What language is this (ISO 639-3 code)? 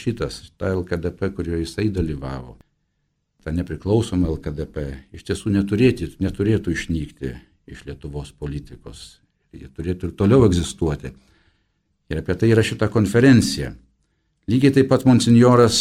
lit